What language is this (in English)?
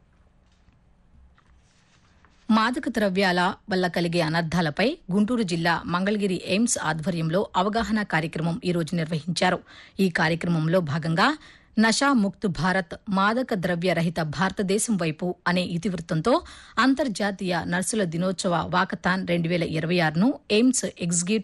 Telugu